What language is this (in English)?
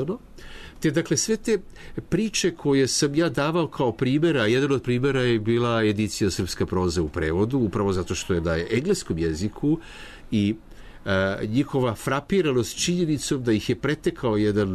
Serbian